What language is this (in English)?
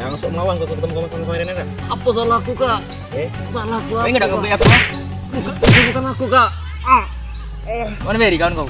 Musi